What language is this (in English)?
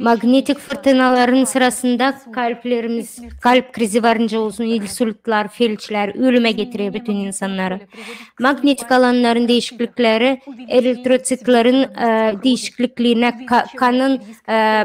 Gagauz